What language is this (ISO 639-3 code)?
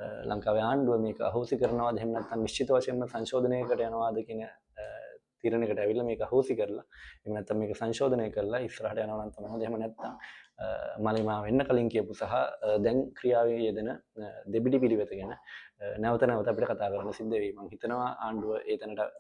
sin